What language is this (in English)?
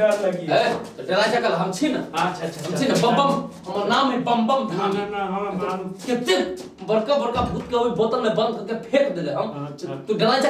Maithili